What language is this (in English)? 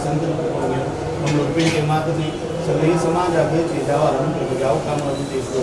Konkani